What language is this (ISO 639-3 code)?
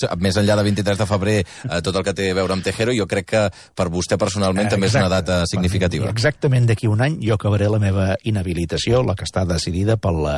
cat